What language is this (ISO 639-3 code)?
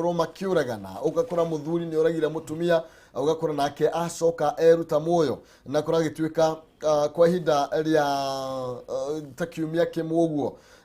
kik